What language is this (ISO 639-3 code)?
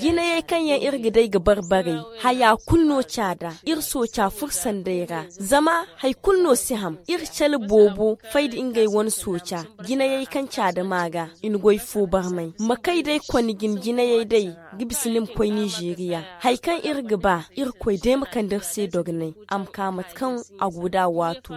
dje